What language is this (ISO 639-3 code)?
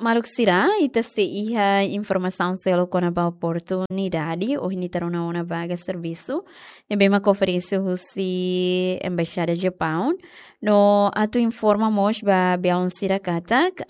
tet